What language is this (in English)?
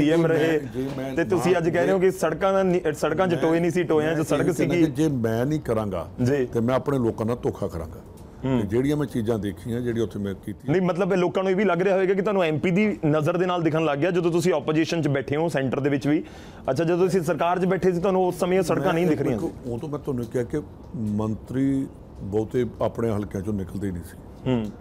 Punjabi